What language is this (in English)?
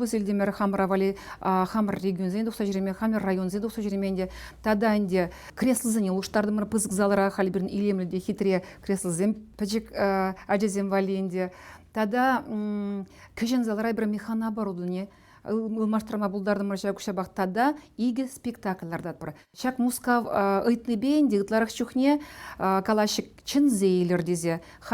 Chuvash